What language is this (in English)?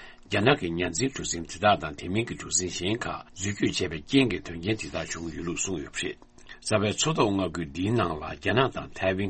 Tibetan